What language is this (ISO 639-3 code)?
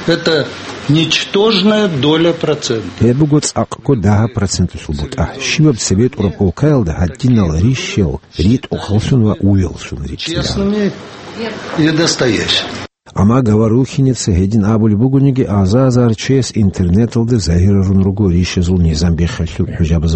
ava